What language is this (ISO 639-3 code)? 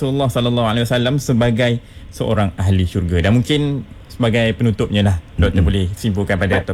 msa